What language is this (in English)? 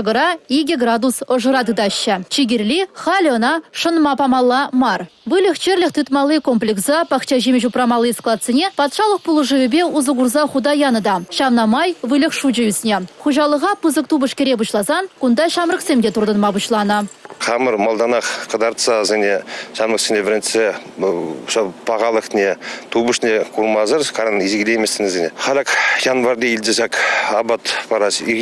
Chuvash